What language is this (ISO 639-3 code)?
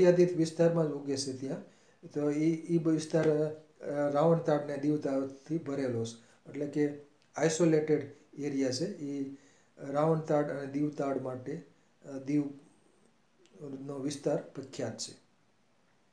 guj